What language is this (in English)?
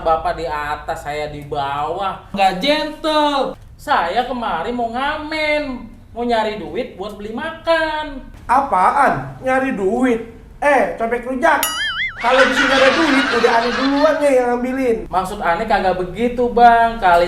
Betawi